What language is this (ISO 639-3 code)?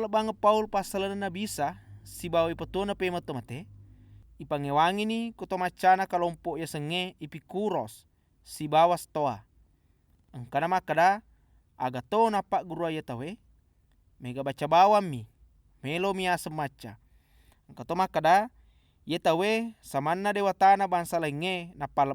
bug